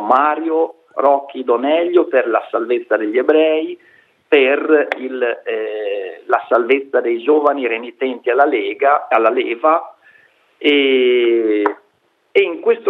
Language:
Italian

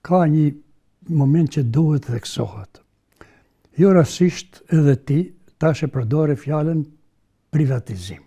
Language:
Albanian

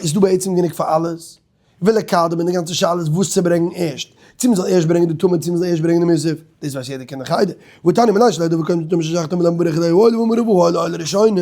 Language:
Yiddish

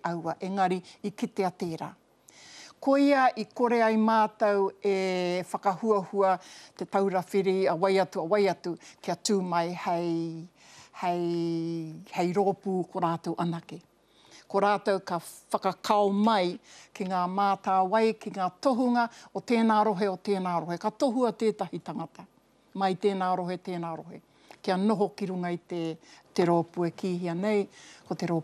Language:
Māori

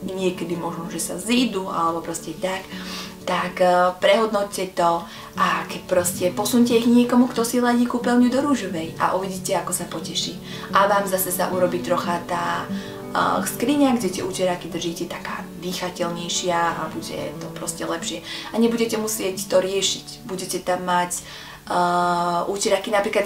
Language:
Slovak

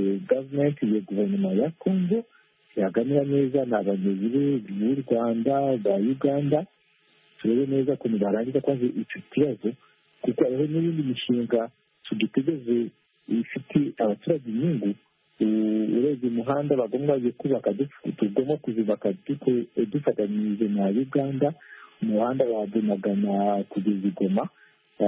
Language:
Kinyarwanda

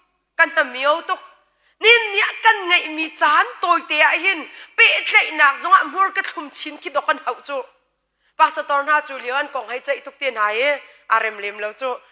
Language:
Hakha Chin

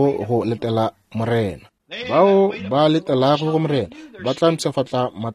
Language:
Northern Sotho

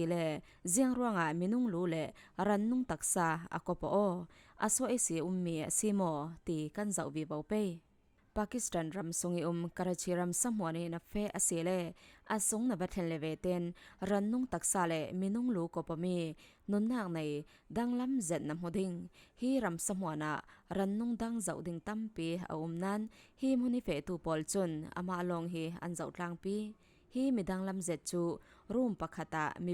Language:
Falam Chin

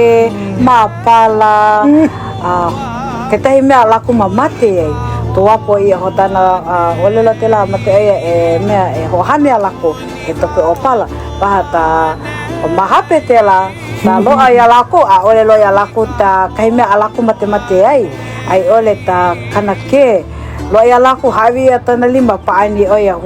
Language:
Hawaiian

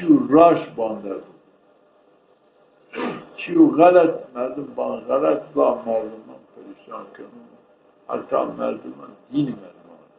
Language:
Zaza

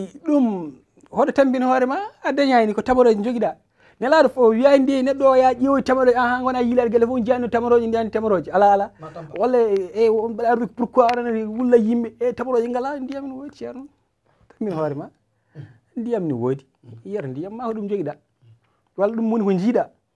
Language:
Fula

